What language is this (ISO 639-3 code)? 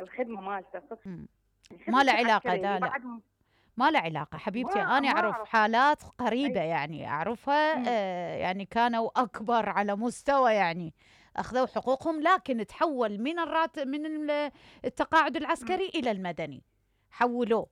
acm